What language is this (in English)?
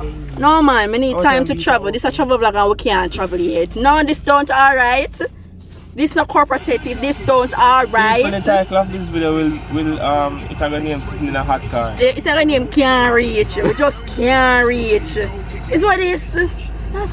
Jamaican Creole English